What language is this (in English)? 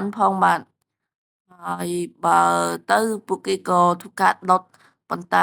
Khmer